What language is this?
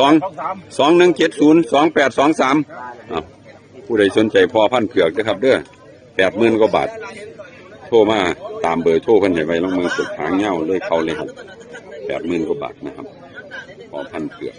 Northeastern Thai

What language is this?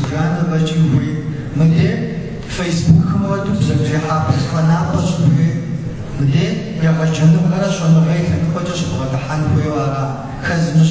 Kabardian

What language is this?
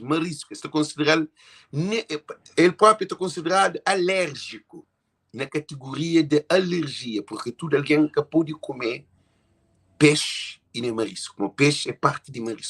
Kabuverdianu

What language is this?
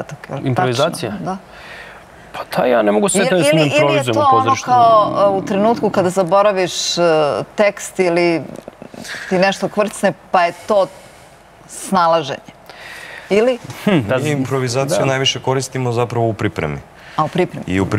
Serbian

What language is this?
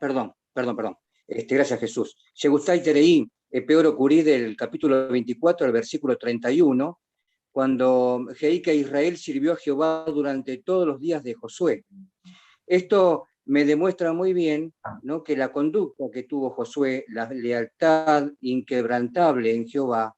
Guarani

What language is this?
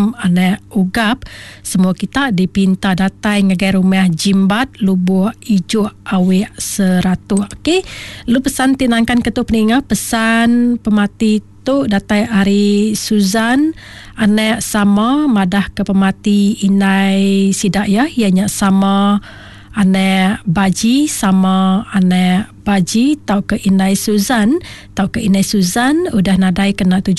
Iban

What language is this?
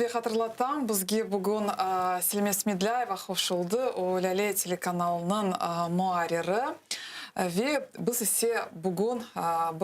Crimean Tatar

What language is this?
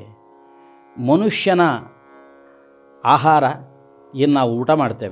Kannada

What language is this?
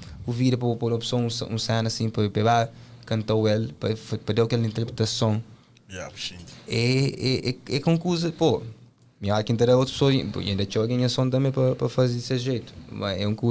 Kabuverdianu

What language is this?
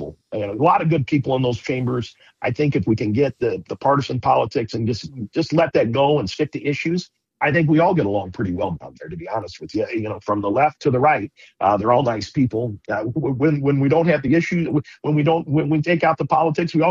English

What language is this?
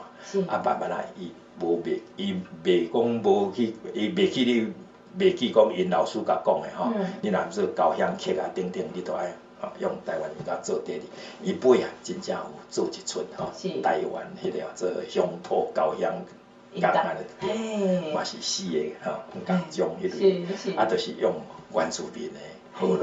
Min Nan Chinese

